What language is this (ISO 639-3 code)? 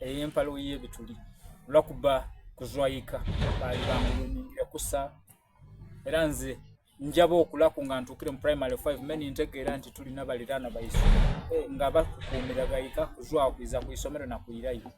xog